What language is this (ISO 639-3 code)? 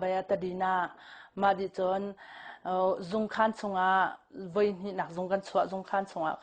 cnh